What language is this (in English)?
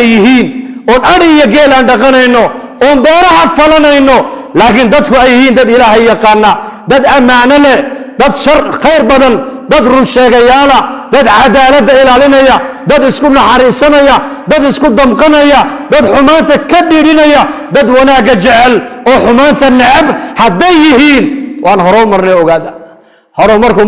Somali